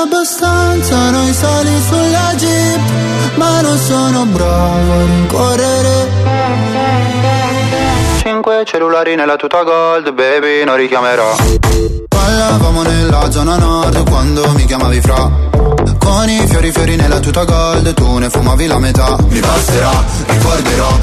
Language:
Italian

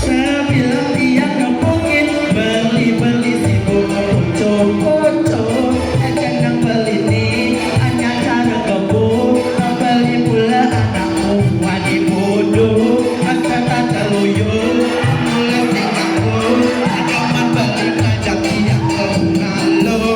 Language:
Balinese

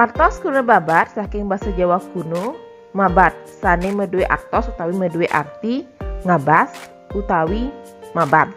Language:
Balinese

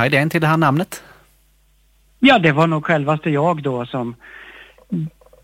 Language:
Swedish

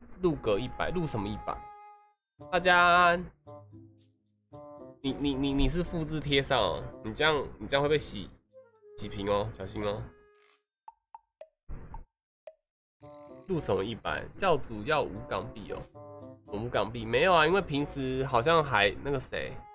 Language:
Chinese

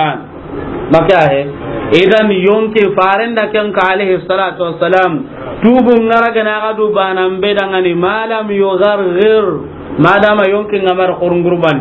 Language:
Soninke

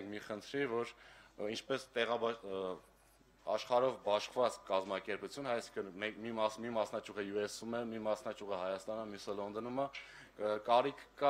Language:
Armenian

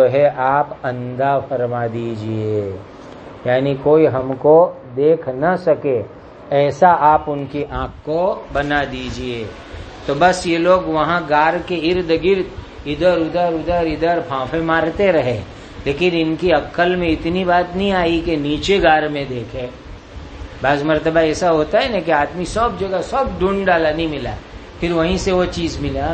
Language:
Urdu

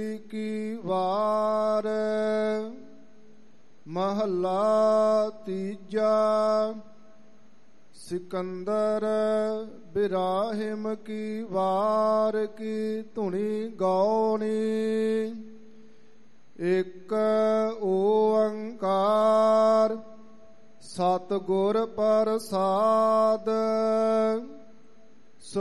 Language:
Punjabi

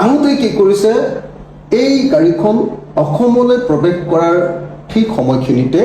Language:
Assamese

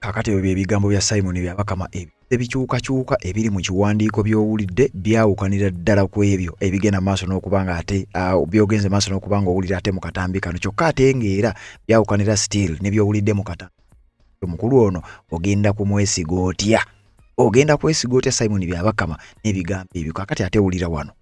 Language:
Ganda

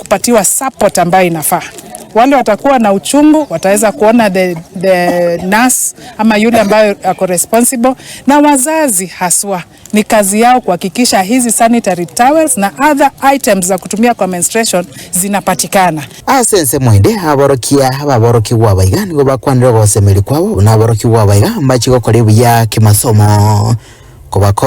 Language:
Gusii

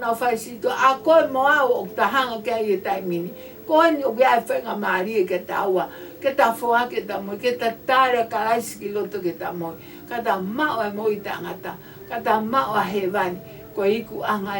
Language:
Tongan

